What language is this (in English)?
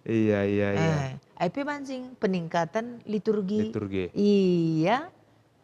Batak Karo